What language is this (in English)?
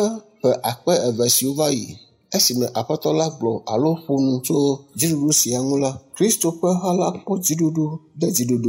Ewe